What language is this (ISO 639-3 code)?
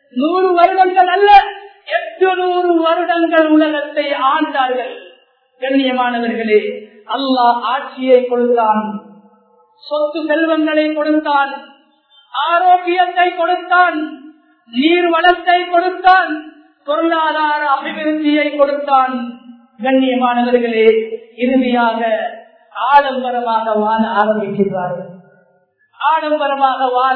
tam